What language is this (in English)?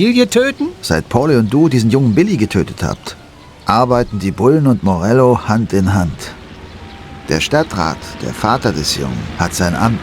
Bavarian